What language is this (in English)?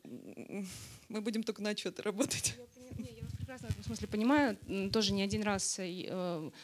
Russian